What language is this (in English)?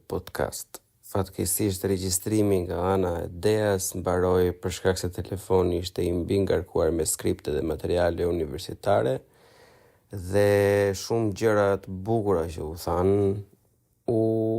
Albanian